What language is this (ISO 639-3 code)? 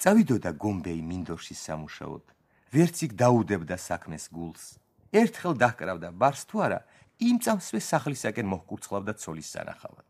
kat